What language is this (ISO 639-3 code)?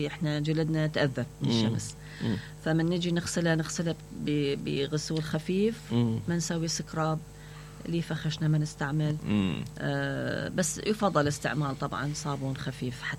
acm